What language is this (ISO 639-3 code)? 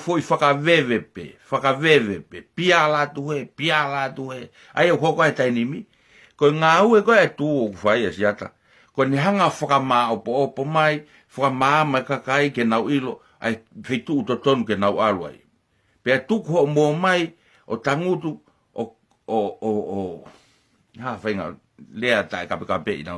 ton